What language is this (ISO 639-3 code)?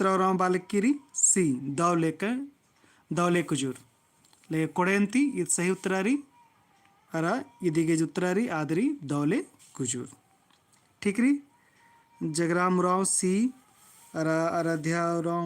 kru